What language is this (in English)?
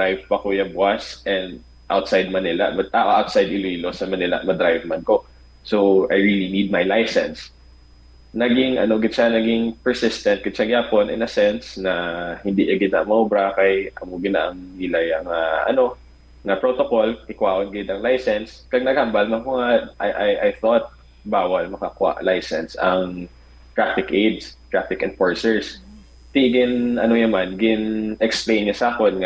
Hiligaynon